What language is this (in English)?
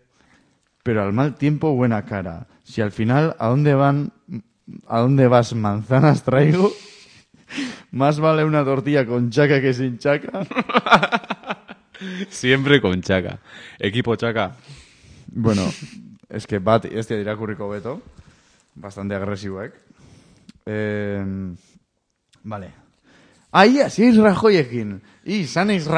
Basque